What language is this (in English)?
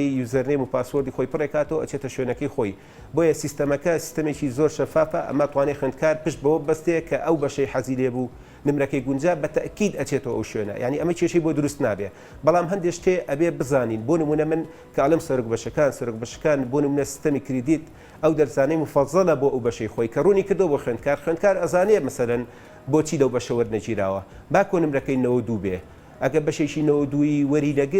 Central Kurdish